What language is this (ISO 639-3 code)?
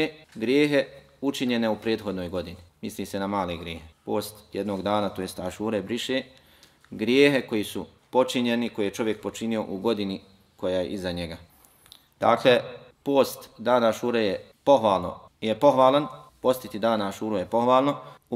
bos